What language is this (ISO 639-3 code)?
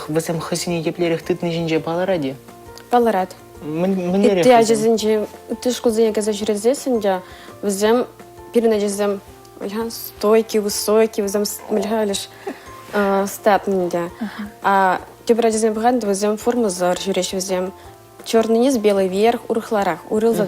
chv